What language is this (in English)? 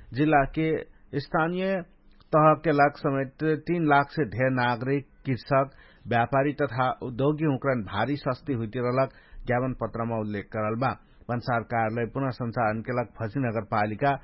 Dangaura Tharu